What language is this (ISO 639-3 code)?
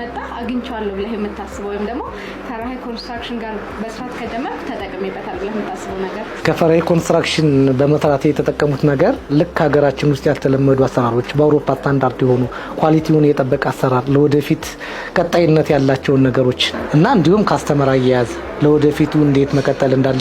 amh